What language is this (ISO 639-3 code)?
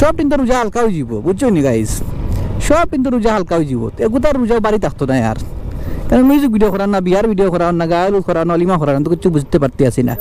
syl